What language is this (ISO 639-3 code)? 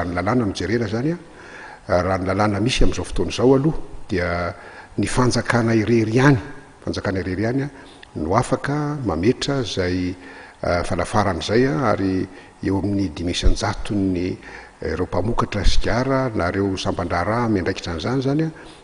mlg